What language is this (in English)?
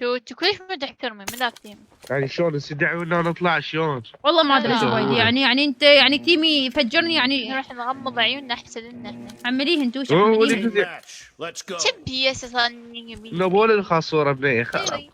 Mesopotamian Arabic